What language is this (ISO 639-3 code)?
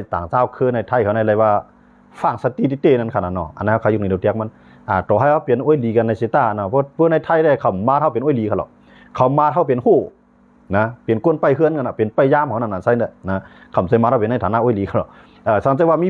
shn